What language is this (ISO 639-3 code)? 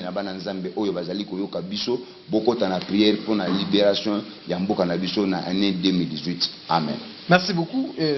lin